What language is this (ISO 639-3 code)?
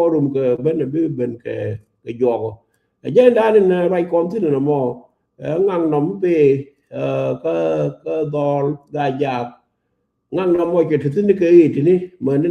nus